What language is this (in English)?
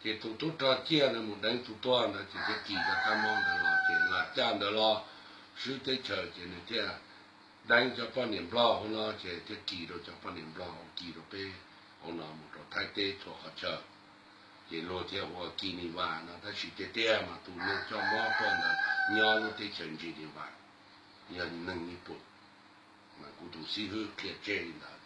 Hmong